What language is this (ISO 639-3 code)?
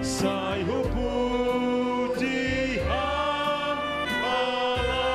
bts